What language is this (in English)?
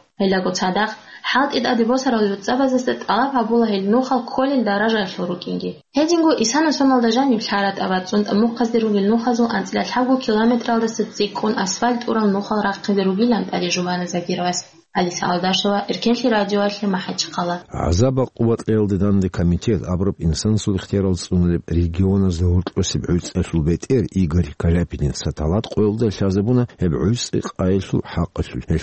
Avaric